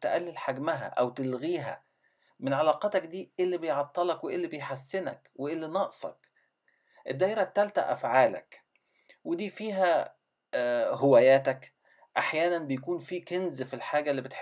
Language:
Egyptian Arabic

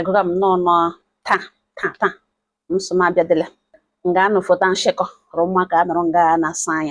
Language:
Igbo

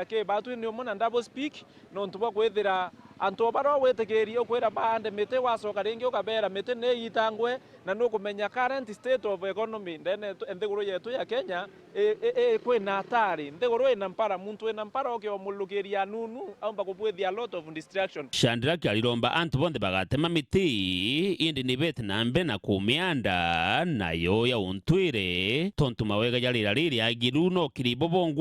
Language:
Meru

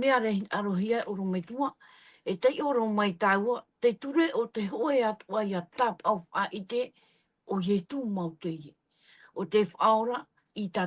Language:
Tahitian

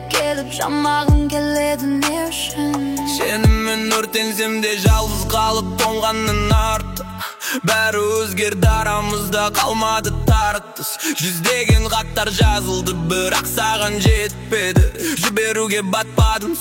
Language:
Kazakh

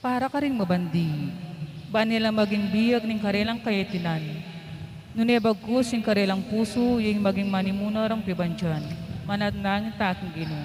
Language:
Pampanga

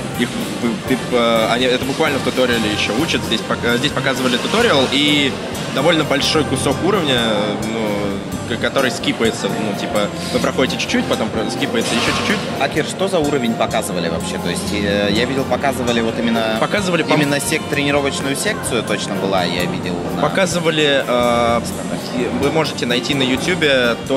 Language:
Russian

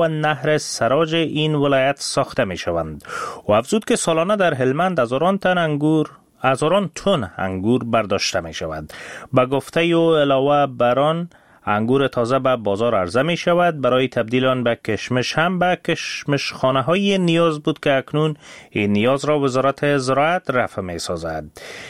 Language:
Persian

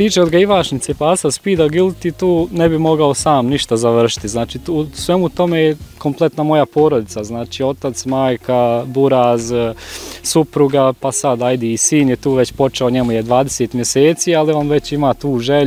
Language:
Bosnian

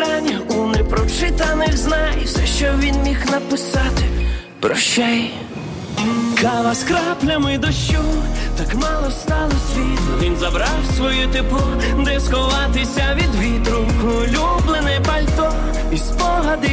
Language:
Ukrainian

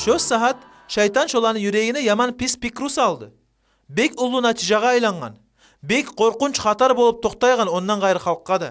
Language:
Kumyk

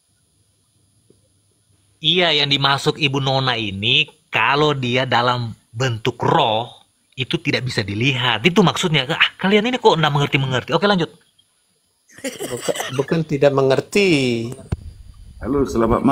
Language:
Indonesian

